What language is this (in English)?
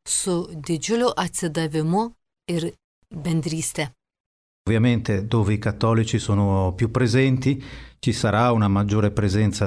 Lithuanian